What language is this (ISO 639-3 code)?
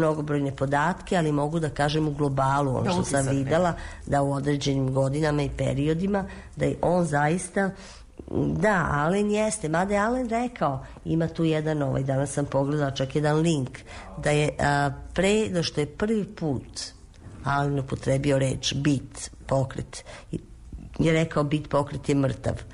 srp